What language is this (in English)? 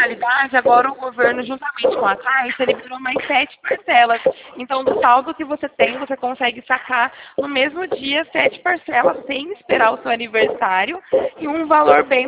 Portuguese